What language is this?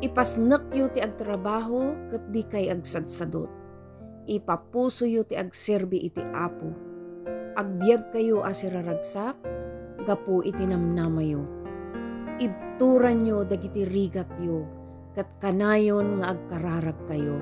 Iloko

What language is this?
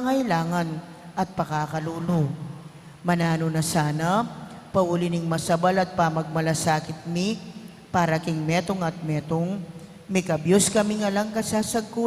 Pampanga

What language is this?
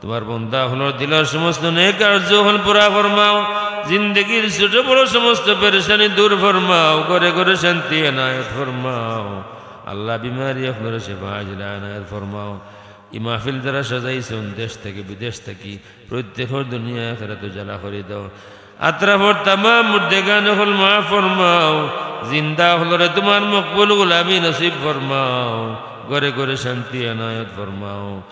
Sylheti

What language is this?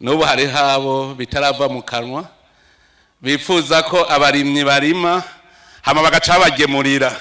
Rundi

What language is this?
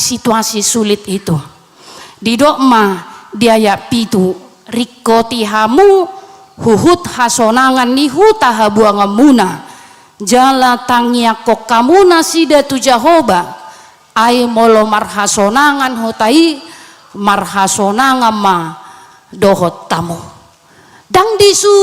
Batak Toba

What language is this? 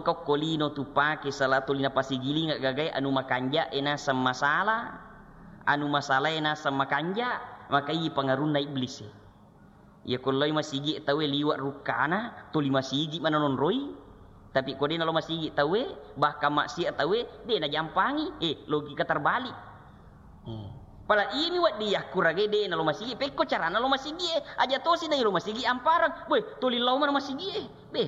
Buginese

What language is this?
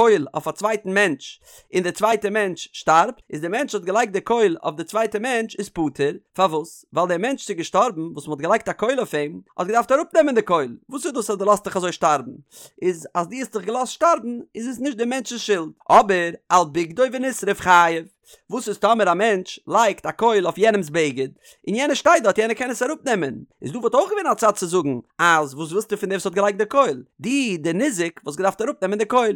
Yiddish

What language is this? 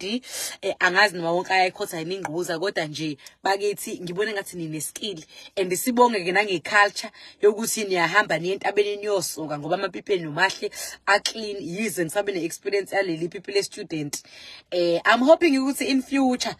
Zulu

